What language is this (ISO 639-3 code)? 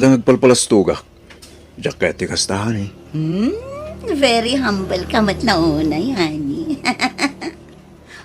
ilo